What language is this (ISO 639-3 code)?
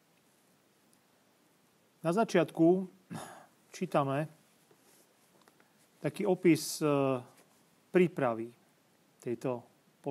slk